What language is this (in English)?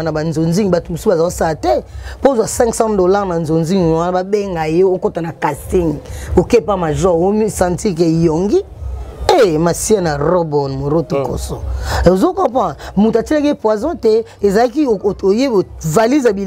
Lingala